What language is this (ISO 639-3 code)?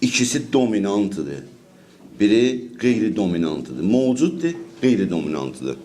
azb